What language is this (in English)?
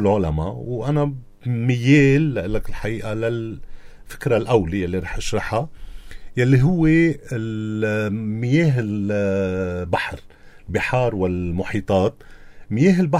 North Levantine Arabic